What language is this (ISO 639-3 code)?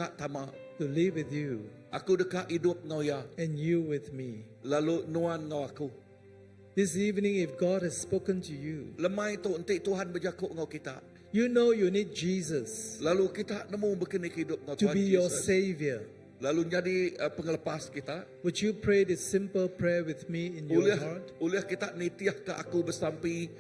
iba